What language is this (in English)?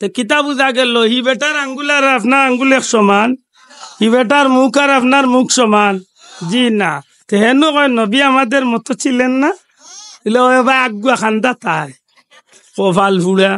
Sylheti